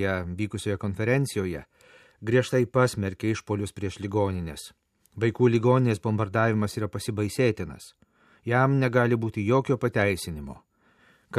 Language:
Lithuanian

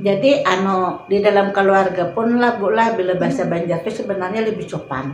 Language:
Banjar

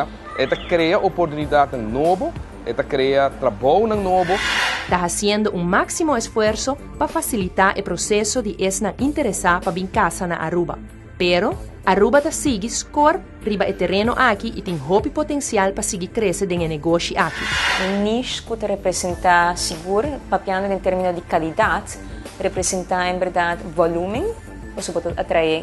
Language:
Papiamento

